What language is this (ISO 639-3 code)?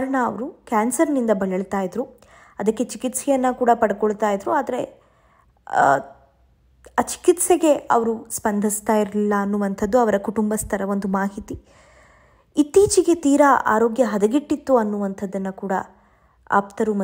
kan